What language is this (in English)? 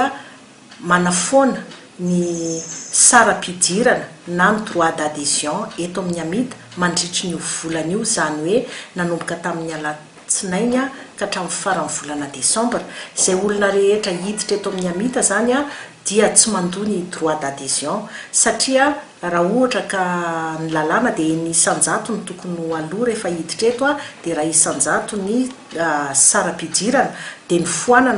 Malagasy